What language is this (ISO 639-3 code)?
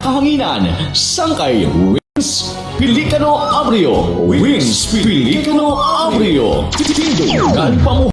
war